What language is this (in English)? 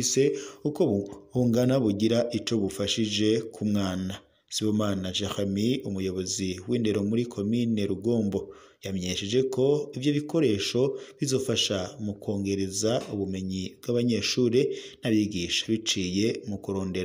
Rundi